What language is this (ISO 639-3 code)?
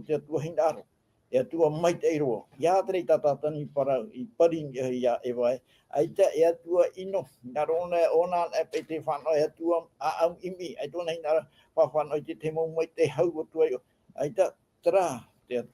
tah